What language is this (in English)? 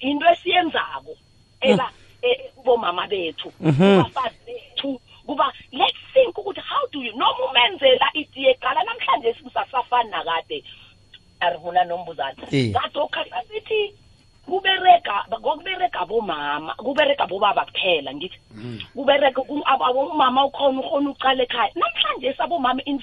South Ndebele